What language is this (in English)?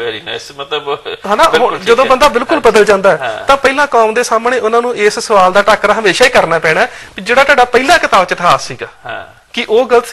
Punjabi